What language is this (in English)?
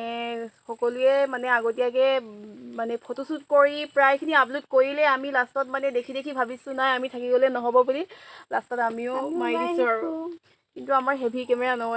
Assamese